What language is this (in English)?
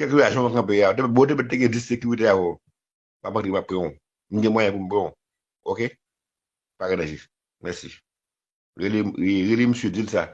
Haitian Creole